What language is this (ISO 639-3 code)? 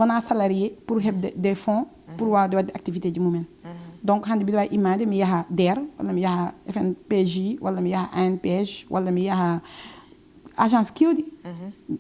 ful